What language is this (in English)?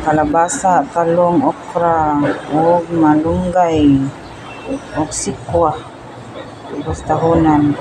Cebuano